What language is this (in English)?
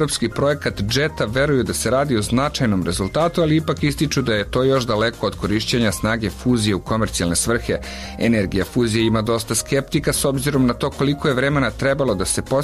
Serbian